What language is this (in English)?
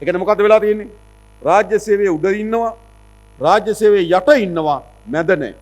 Sinhala